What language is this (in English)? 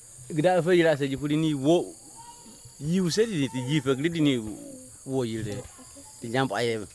Kamasau